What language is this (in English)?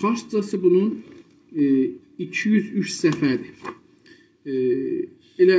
South Azerbaijani